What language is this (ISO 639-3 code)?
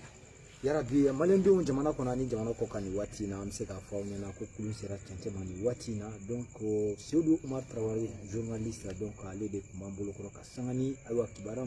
bam